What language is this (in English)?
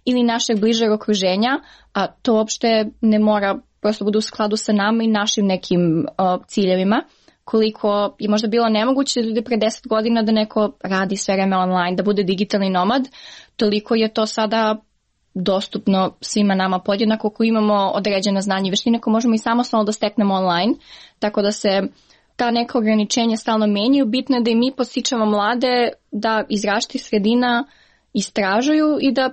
Serbian